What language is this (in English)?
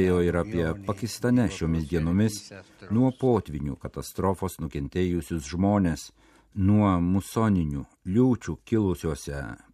Lithuanian